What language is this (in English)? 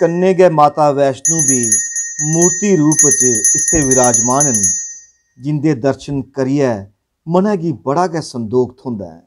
Dogri